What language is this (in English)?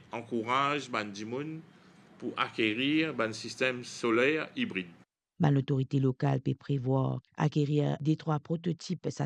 Morisyen